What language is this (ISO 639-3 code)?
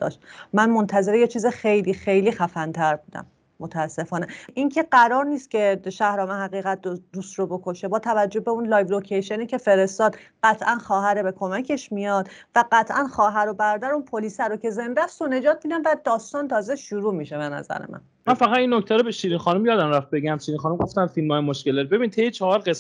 fas